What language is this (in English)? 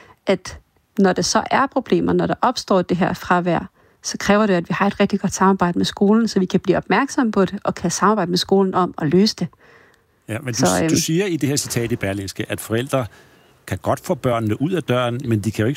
Danish